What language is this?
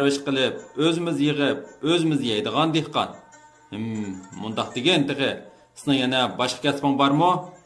Uyghur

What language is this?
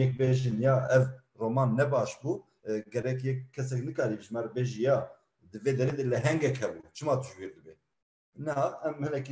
Kurdish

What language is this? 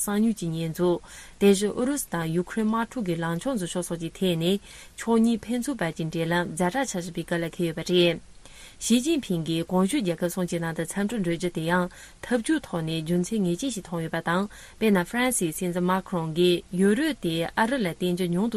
Tibetan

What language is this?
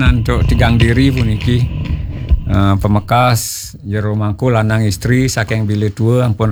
Balinese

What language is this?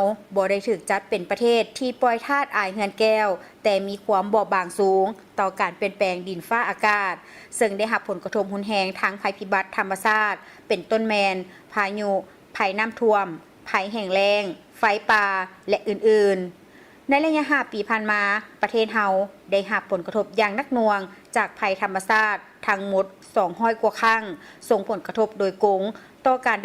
Lao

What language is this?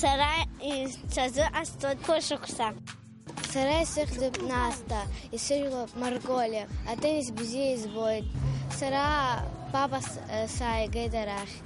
Abkhazian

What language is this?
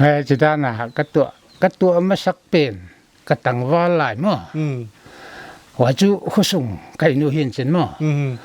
Paite Chin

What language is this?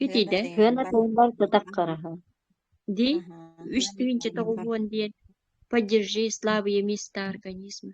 Yakut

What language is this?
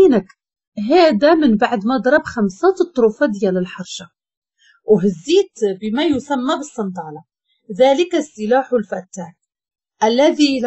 Moroccan Arabic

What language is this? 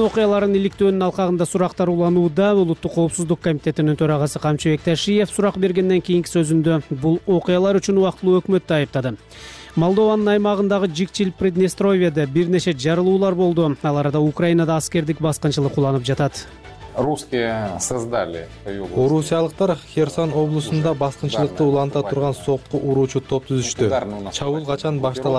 Kyrgyz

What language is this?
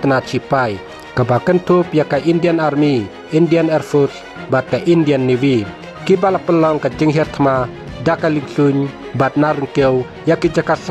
Khasi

